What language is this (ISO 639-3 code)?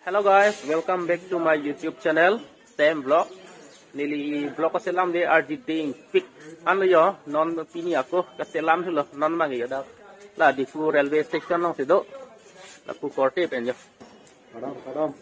mjw